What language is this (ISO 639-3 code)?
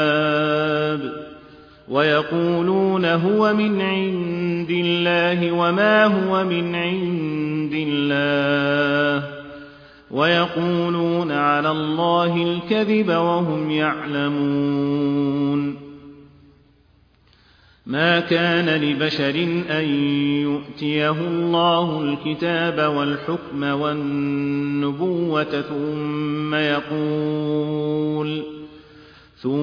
ara